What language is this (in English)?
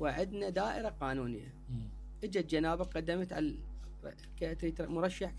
Mesopotamian Arabic